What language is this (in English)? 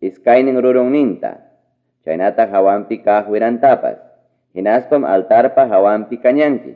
Ayacucho Quechua